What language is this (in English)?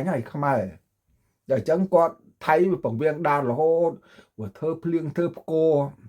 Khmer